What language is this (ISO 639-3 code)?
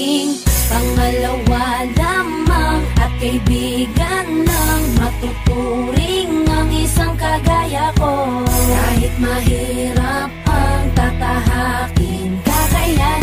fil